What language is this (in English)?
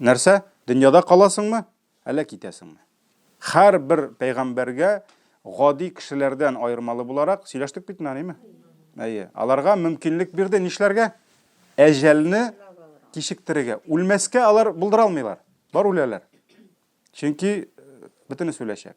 Tatar